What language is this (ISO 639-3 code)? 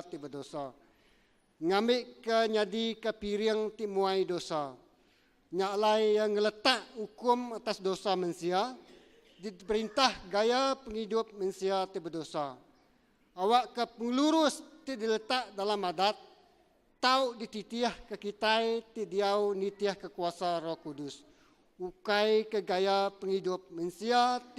iba